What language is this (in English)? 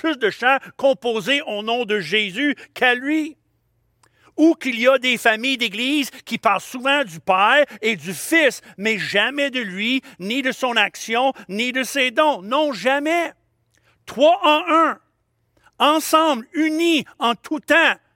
French